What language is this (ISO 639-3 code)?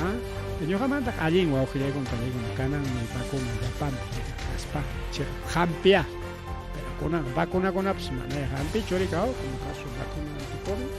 quy